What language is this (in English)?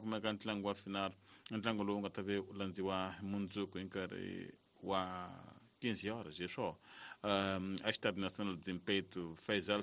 Tsonga